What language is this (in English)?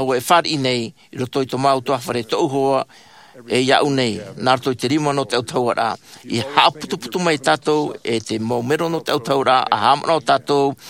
Tahitian